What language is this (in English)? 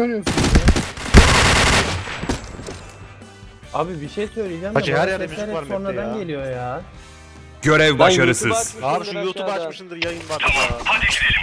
Turkish